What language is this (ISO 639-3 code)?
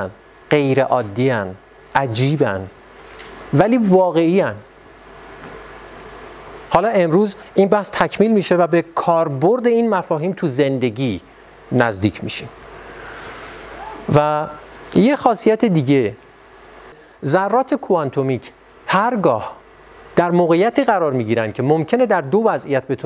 fas